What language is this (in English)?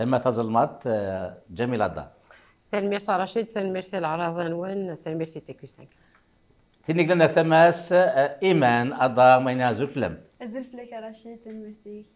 Kabyle